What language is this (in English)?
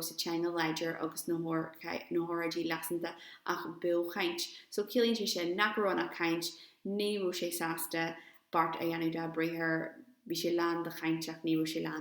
Irish